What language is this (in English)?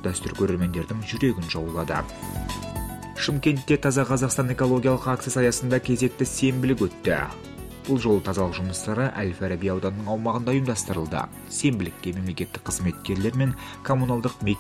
Kazakh